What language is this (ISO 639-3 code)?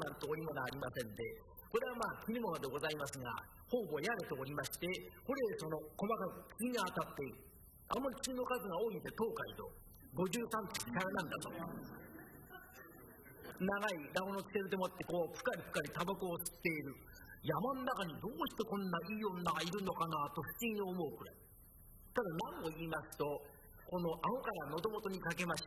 jpn